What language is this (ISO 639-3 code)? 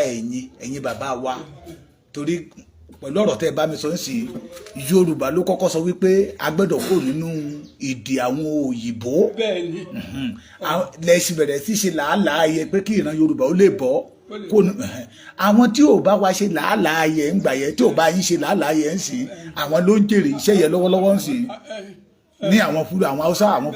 yor